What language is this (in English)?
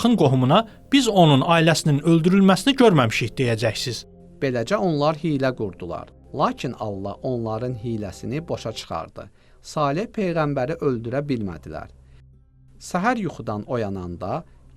Azerbaijani